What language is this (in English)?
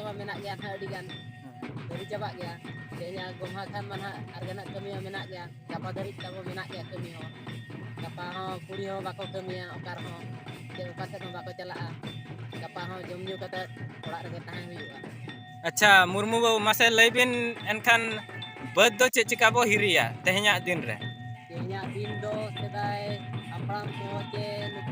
Santali